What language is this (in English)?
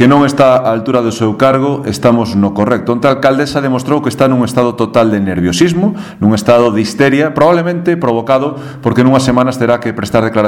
Galician